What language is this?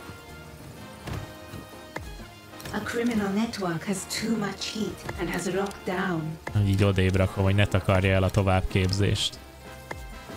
Hungarian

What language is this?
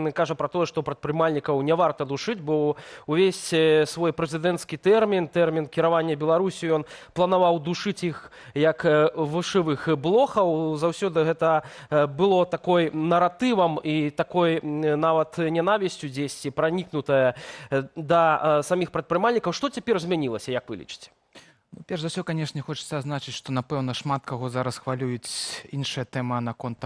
Belarusian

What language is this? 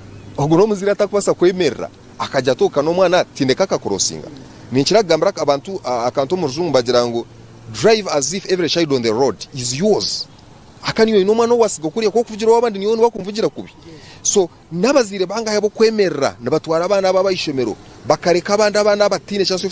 Nyankole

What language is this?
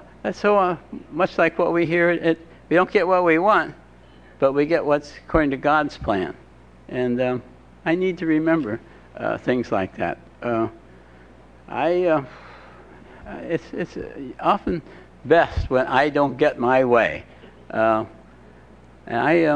English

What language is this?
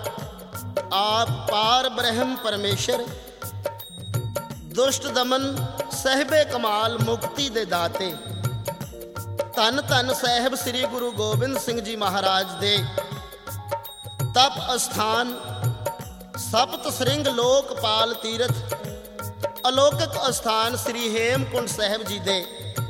Punjabi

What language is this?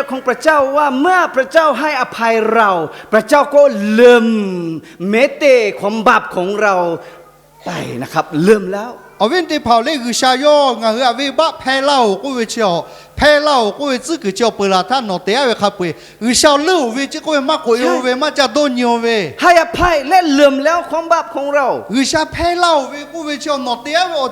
Lahu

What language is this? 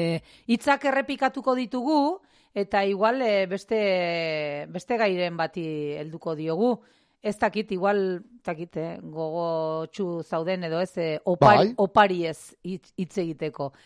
Basque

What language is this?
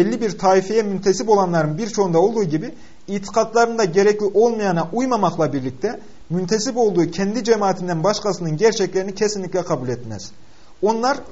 Turkish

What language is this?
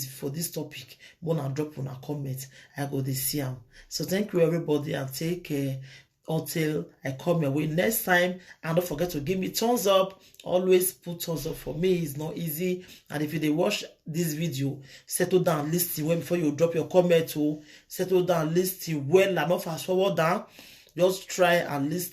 Nigerian Pidgin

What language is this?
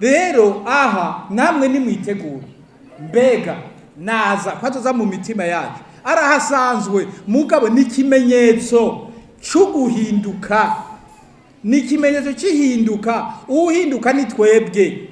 Rundi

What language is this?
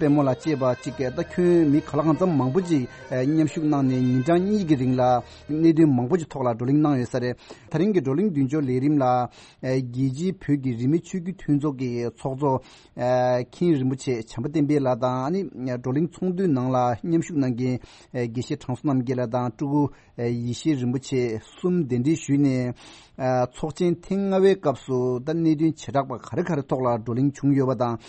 Tibetan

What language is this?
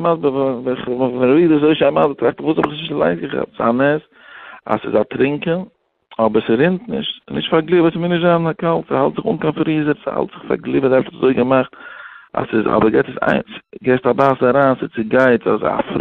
Yiddish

